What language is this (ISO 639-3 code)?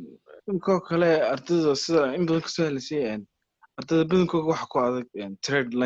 som